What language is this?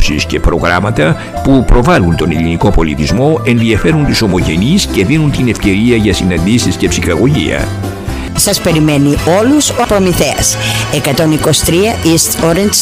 Greek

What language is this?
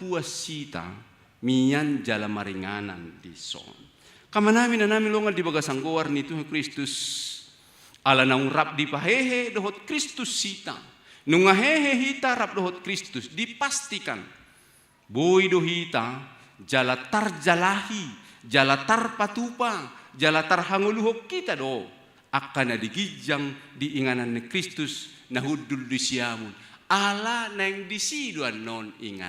Batak Toba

